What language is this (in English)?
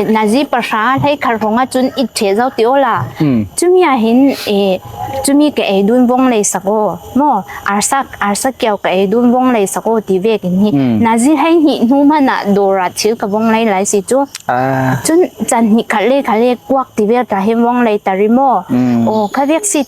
Falam Chin